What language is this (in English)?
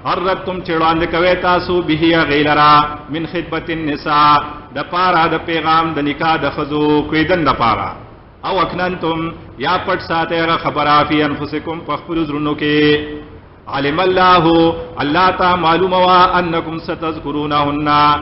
Pashto